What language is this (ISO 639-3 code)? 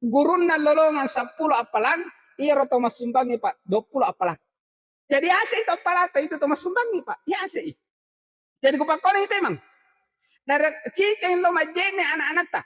bug